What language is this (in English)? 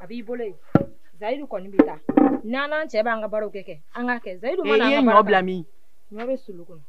Bambara